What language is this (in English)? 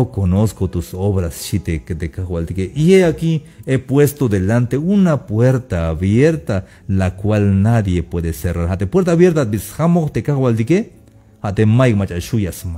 Tzeltal